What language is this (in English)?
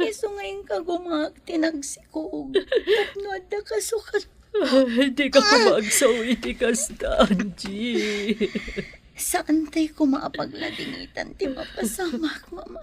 Iloko